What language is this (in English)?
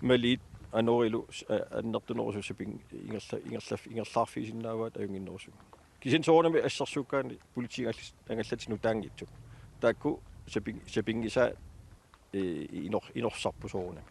Kalaallisut